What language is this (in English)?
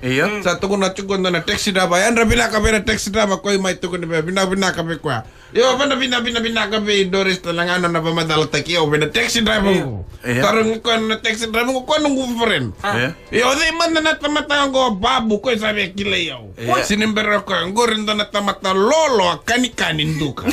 Fijian